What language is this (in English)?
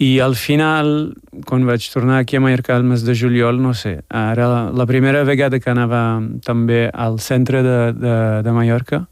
Catalan